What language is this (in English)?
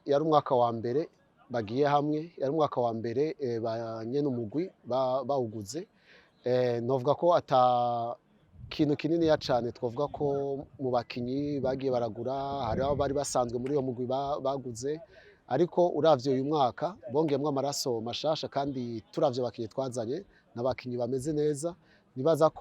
Rundi